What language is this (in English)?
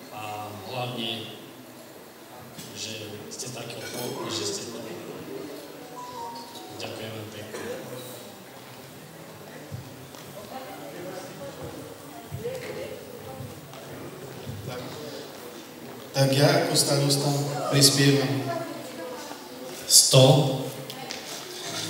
Slovak